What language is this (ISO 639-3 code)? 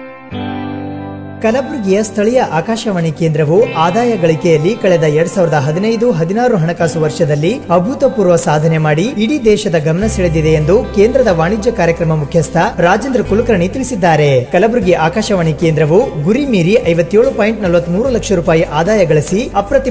kan